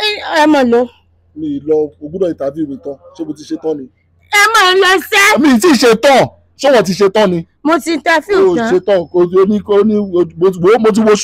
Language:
Yoruba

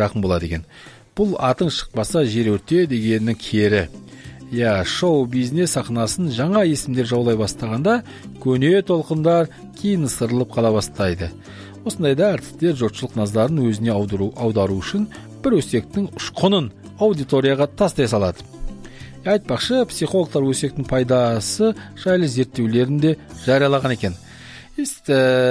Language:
Kazakh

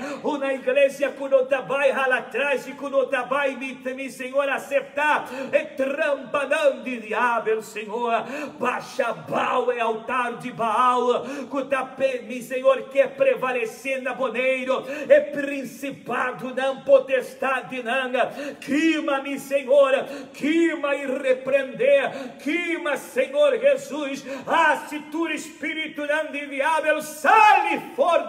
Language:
Papiamento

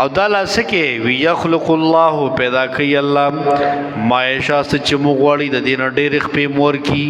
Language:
Pashto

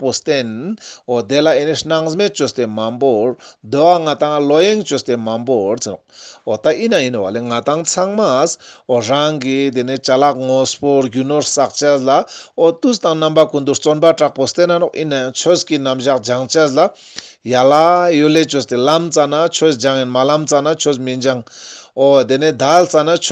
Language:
Ladakhi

